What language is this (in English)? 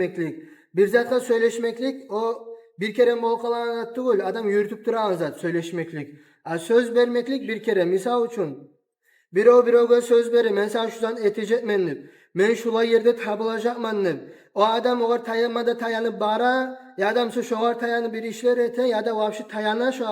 Kumyk